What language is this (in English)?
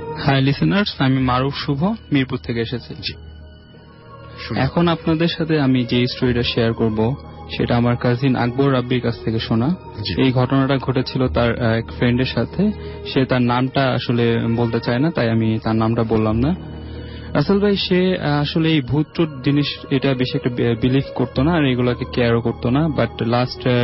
Bangla